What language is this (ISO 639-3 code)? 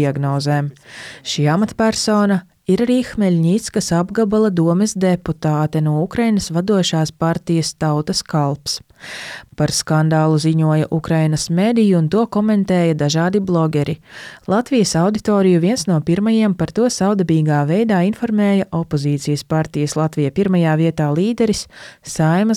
lav